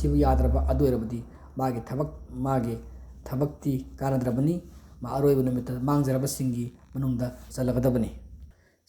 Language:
Manipuri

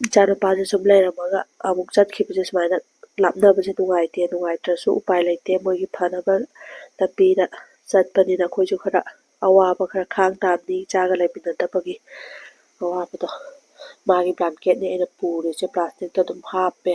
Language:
Manipuri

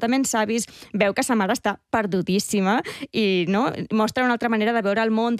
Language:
Catalan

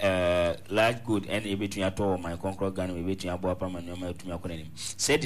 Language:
Akan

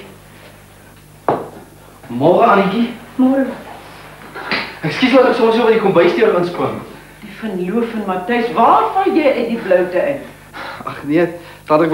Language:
Afrikaans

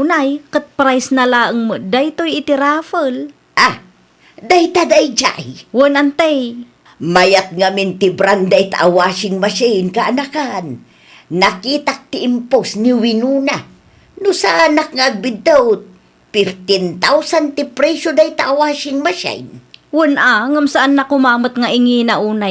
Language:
Iloko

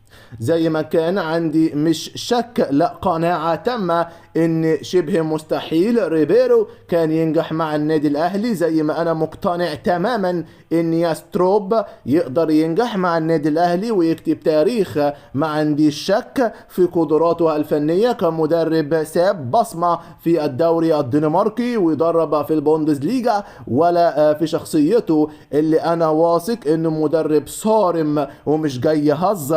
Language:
Egyptian Arabic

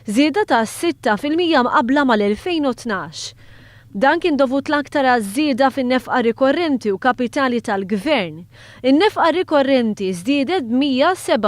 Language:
Maltese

